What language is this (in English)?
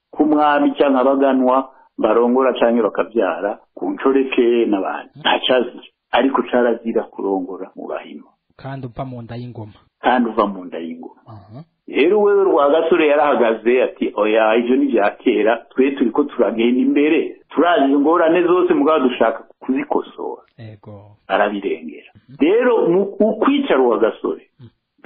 Rundi